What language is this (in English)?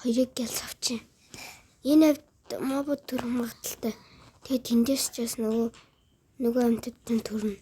Mongolian